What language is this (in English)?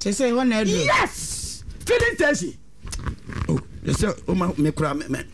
Akan